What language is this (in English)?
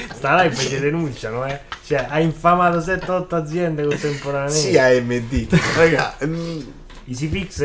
Italian